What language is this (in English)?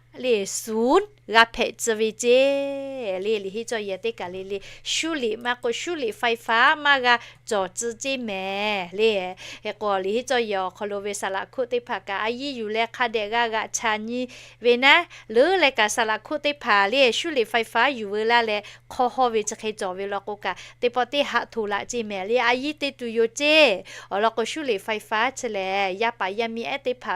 Lahu